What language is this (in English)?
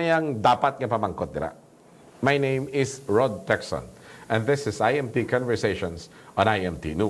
Hiligaynon